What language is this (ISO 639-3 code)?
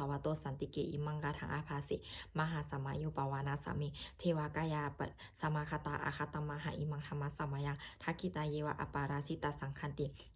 pli